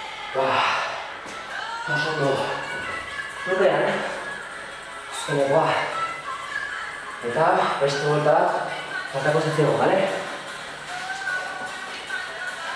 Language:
Basque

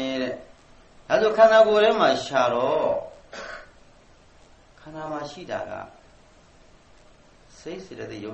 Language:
Burmese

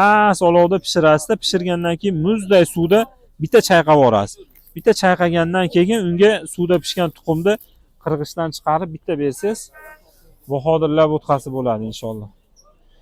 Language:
Uzbek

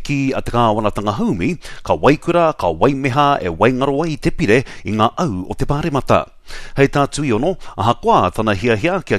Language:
Māori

